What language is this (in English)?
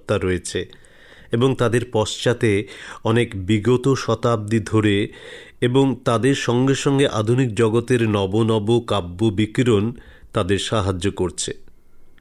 Bangla